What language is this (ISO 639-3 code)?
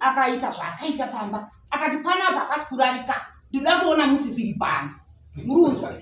sna